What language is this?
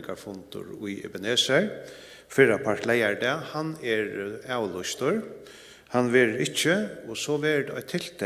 Faroese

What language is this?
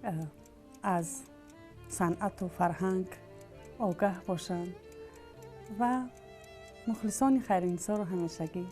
Tajik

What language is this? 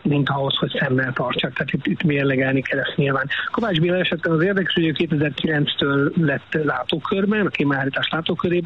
Hungarian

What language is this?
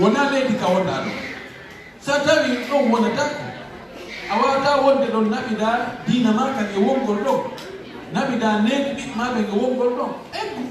Fula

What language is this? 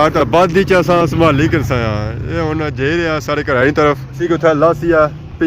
Pahari-Potwari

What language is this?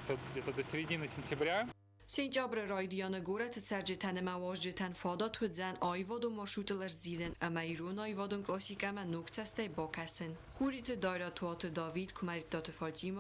Ossetic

